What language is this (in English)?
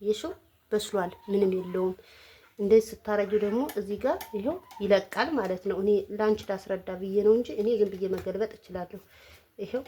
Amharic